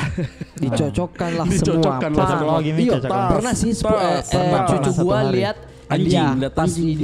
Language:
Makassar Malay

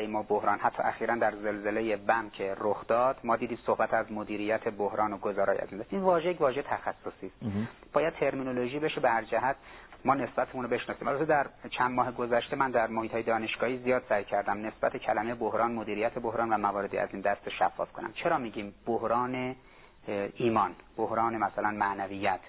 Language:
Persian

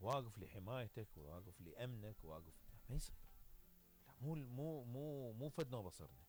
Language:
Mesopotamian Arabic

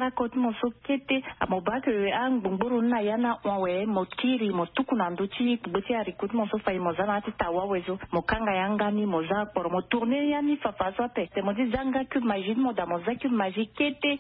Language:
Sango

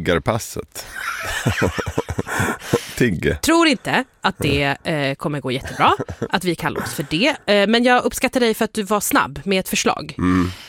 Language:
Swedish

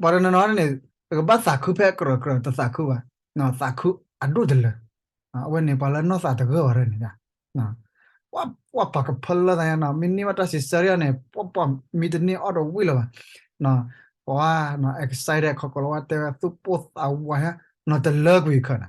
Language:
S'gaw Karen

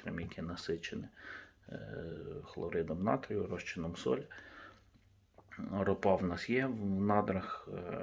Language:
Ukrainian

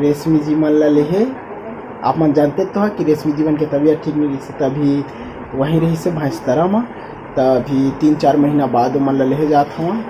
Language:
Chhattisgarhi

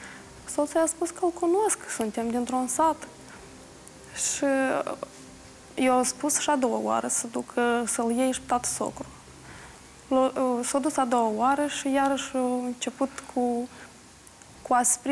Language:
Romanian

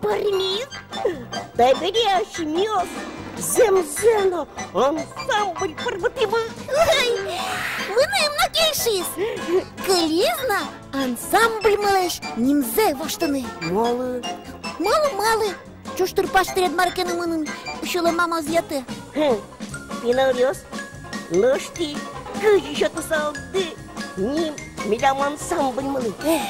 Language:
Udmurt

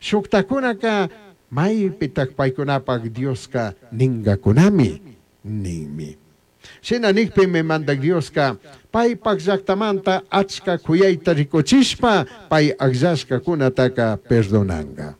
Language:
Chimborazo Highland Quichua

